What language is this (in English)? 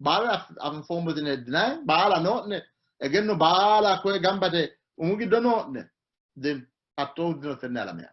Sidamo